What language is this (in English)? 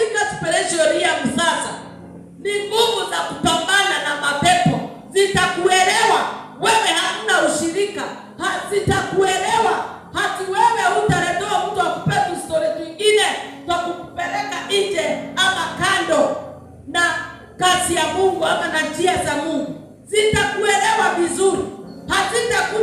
Swahili